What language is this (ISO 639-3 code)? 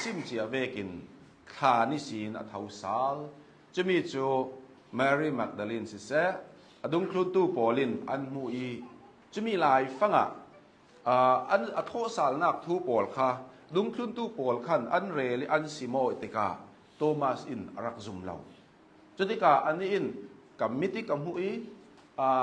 cnh